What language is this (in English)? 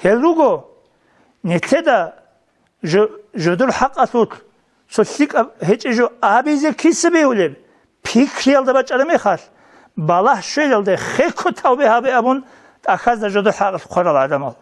Avaric